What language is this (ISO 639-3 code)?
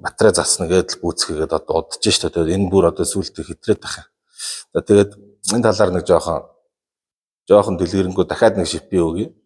mon